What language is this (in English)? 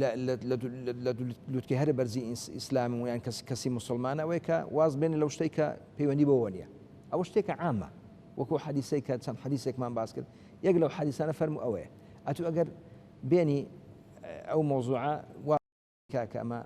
Central Kurdish